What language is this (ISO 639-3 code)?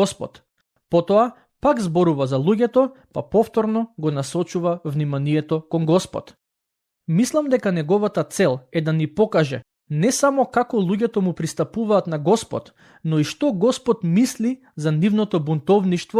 mkd